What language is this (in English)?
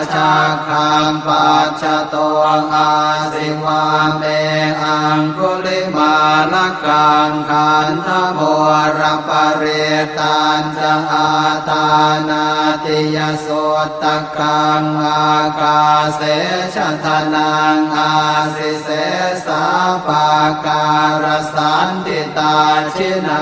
Pali